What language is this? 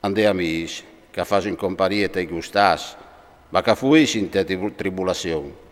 Friulian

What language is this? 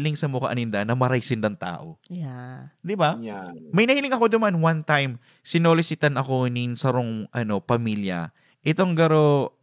Bikol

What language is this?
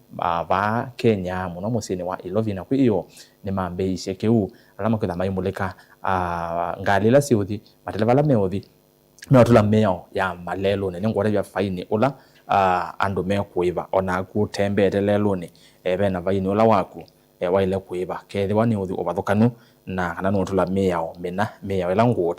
Kamba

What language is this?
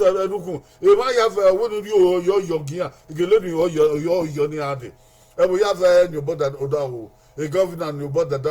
Bini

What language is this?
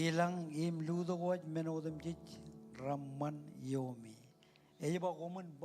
Marshallese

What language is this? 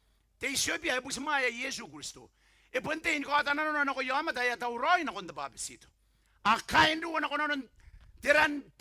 Gilbertese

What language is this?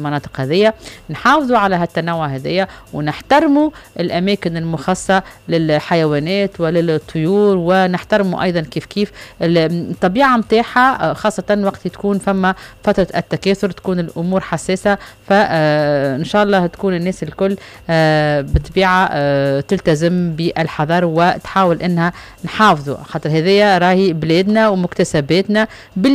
Tunisian Arabic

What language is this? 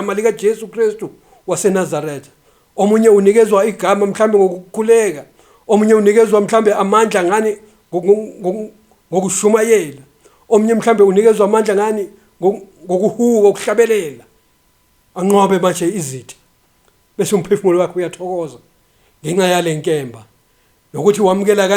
Zulu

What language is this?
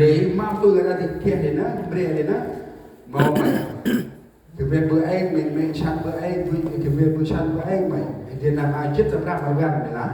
Central Mnong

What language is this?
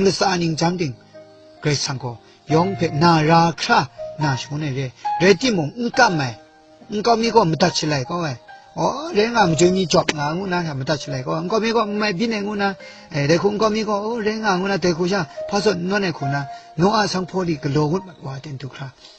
Kachin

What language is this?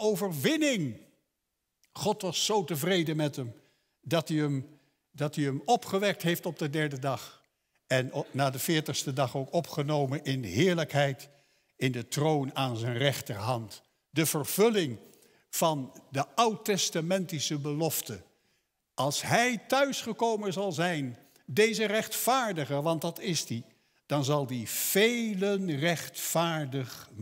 Dutch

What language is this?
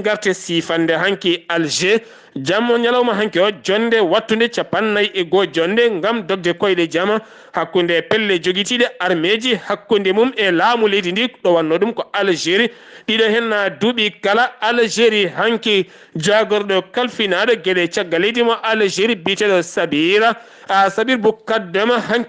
Fula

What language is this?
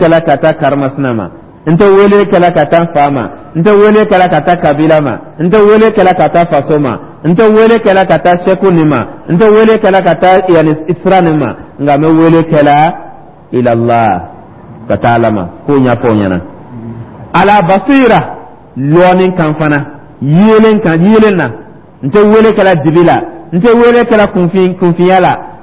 Dyula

